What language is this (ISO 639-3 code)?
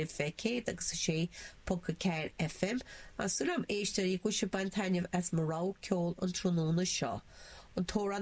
gle